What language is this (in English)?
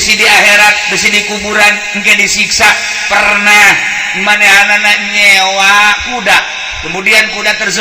Sundanese